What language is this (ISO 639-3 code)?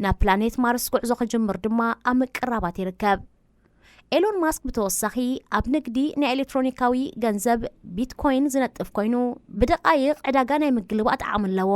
tir